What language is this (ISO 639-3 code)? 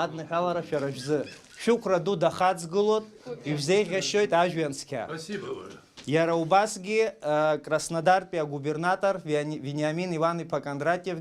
abk